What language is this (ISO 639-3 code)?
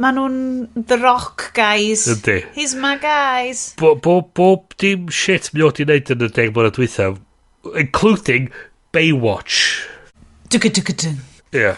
cym